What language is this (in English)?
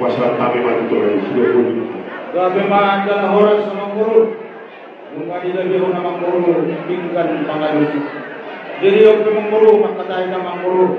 Batak Toba